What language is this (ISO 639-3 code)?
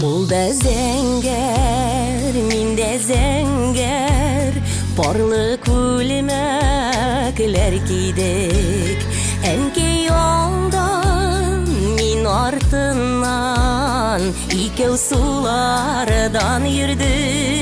bak